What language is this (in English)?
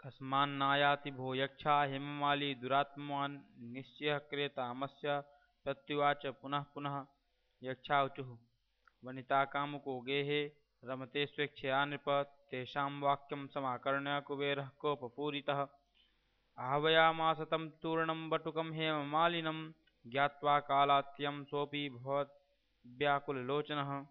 Sanskrit